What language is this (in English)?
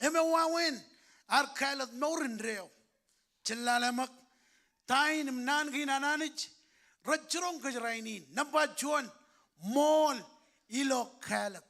Marshallese